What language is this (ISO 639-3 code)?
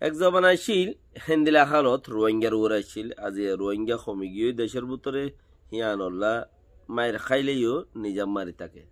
rhg